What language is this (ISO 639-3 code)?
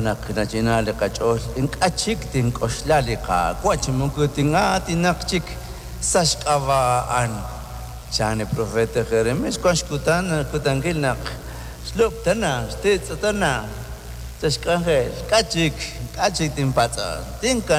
kek